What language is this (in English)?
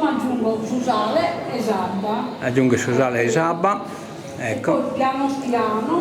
Sardinian